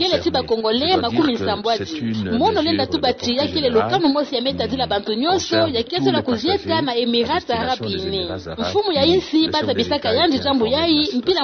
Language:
Kituba (Democratic Republic of Congo)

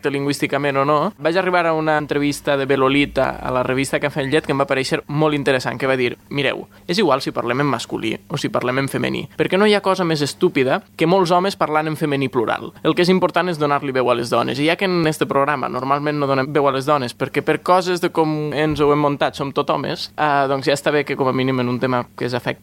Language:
Catalan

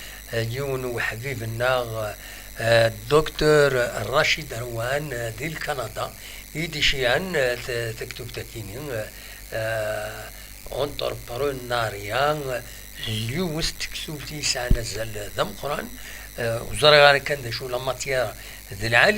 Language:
Kabyle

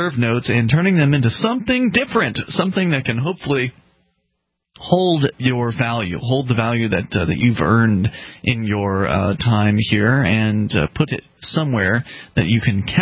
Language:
English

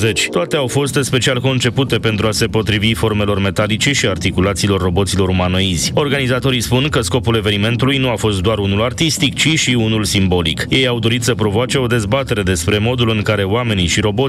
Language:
Romanian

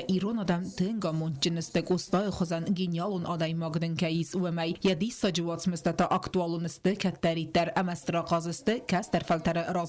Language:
Ossetic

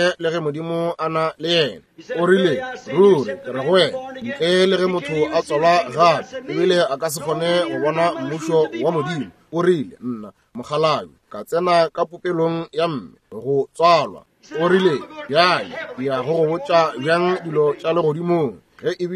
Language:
Northern Sotho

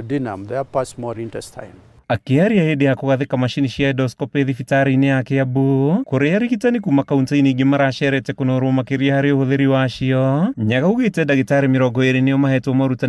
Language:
Kikuyu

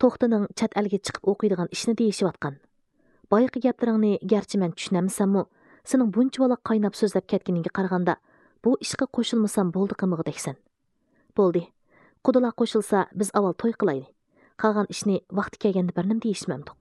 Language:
Uyghur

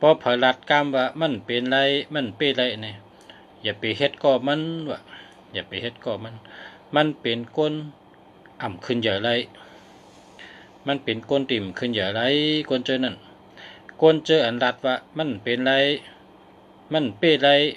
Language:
Shan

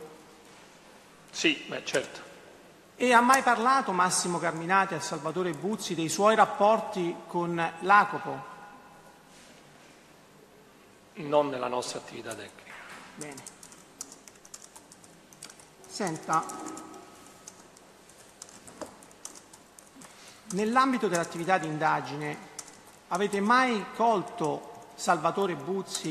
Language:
Italian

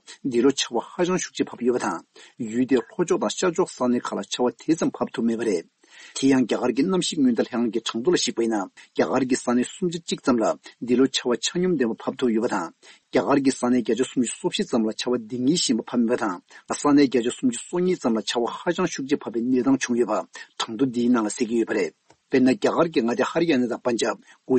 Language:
Tibetan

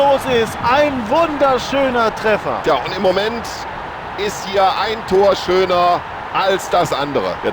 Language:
Bavarian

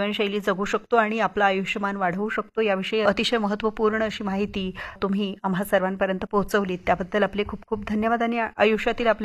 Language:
Marathi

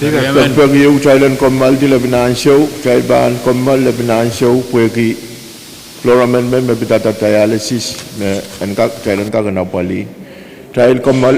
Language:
Pohnpeian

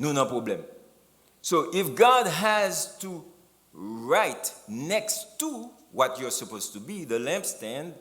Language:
Haitian Creole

